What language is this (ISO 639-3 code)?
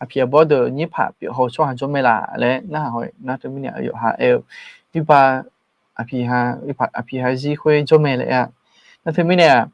ahk